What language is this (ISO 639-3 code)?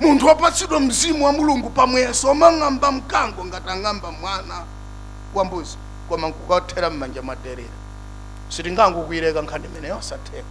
nya